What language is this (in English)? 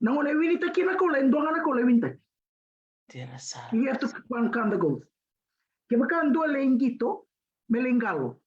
Fijian